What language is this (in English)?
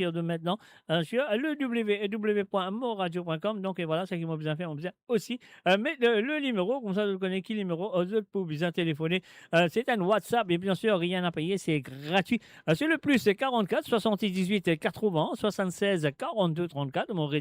Morisyen